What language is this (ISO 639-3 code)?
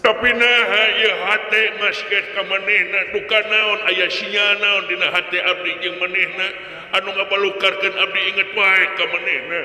sun